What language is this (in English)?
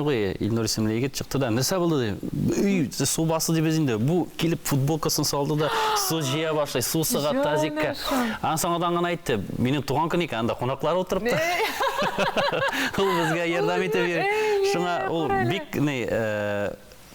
Tatar